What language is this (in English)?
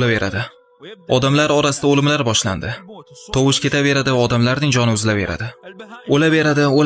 Uzbek